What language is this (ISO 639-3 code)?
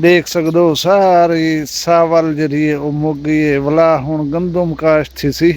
skr